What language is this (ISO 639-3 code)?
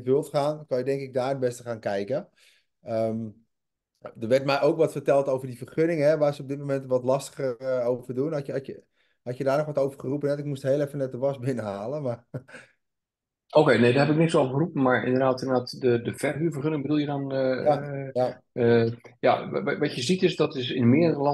nld